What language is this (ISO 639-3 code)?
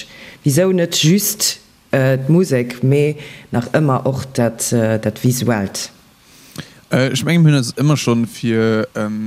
ltz